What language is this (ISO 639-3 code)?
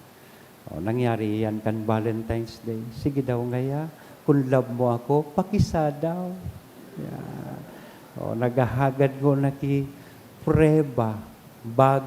bik